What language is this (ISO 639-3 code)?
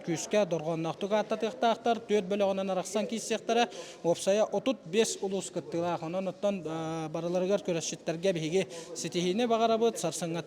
sah